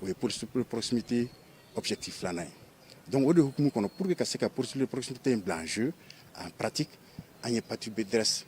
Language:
Bambara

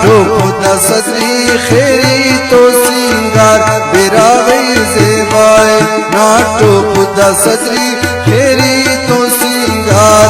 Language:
Brahui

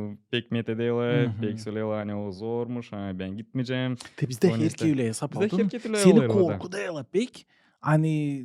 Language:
Gagauz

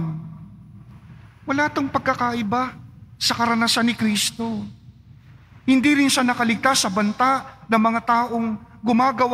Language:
Filipino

